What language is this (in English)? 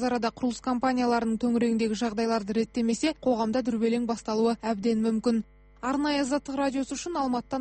Kazakh